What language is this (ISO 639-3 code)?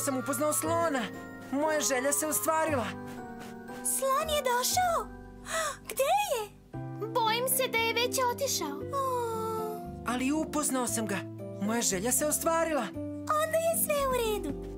srp